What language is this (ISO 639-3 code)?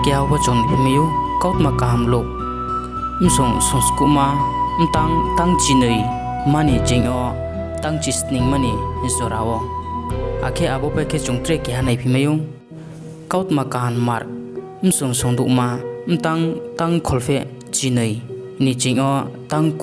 ria